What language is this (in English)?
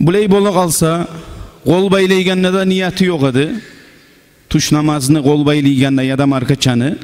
Kumyk